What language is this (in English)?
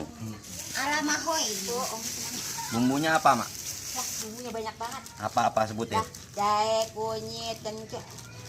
Betawi